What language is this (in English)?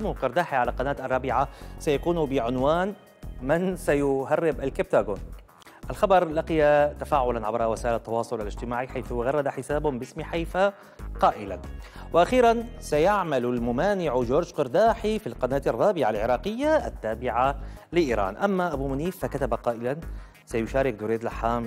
Arabic